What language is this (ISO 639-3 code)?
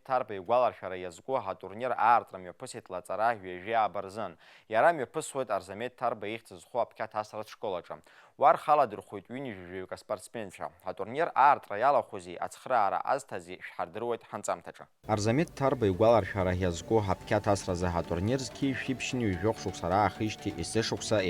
abk